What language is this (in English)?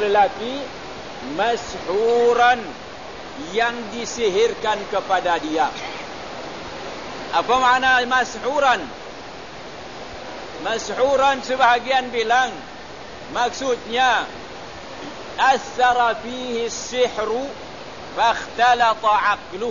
Malay